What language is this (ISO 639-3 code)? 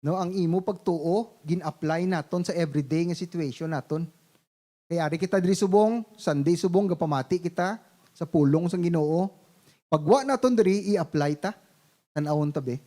hil